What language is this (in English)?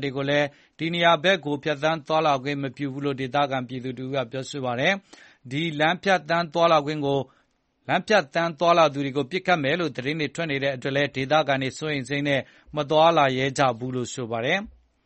Burmese